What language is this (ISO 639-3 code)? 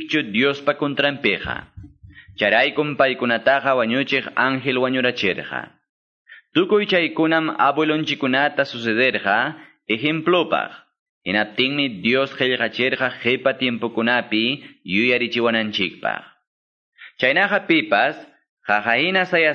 que